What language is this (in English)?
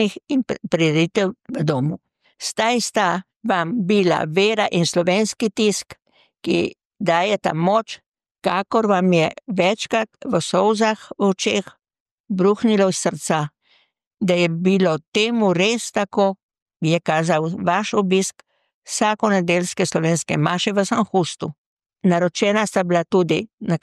Slovenian